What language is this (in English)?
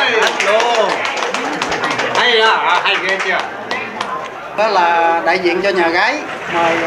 Vietnamese